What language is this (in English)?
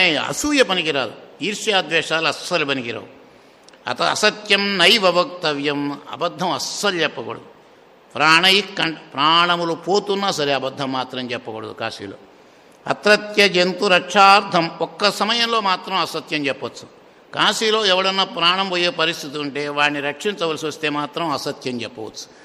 Telugu